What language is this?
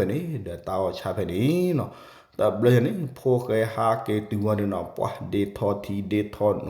S'gaw Karen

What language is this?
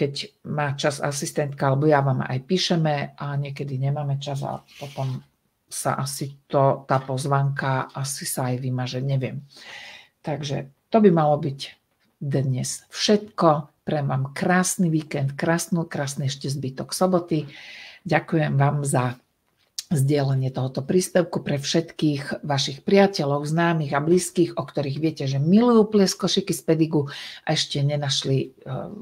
Slovak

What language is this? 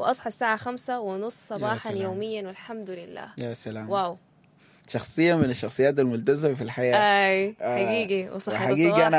Sudanese Arabic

